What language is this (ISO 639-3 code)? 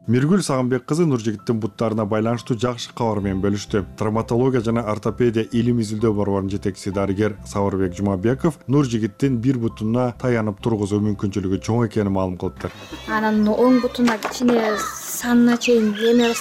kir